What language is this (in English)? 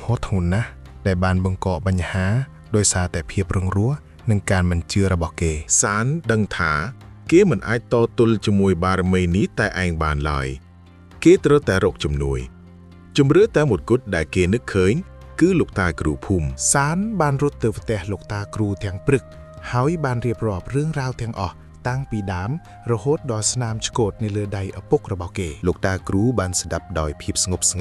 Khmer